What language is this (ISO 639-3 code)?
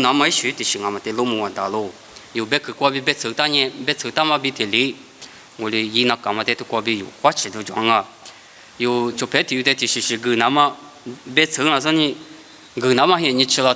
lis